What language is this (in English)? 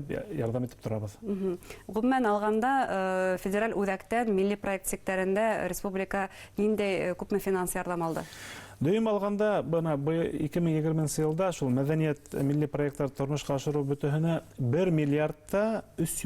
Bashkir